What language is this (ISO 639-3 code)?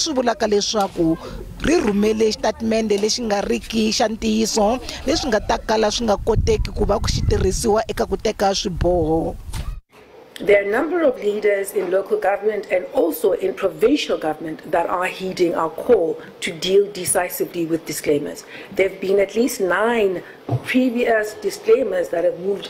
tso